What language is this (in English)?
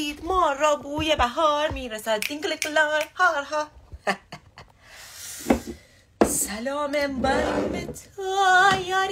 Persian